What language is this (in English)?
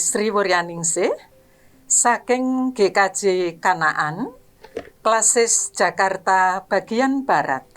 Javanese